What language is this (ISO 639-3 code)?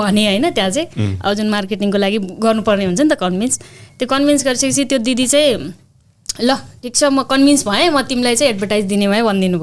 nep